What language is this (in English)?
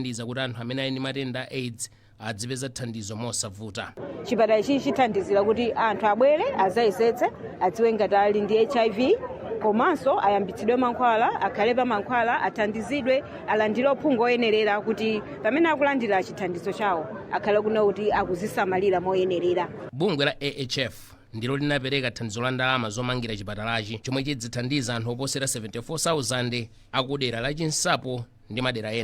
Nyanja